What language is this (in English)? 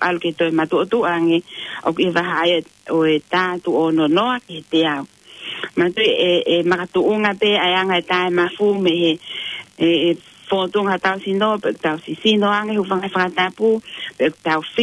Tongan